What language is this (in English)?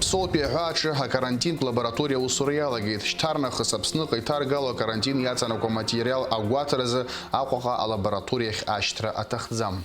Abkhazian